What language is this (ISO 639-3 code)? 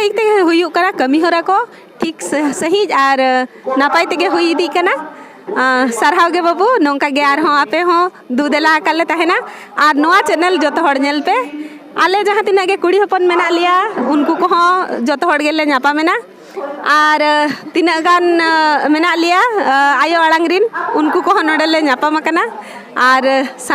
sat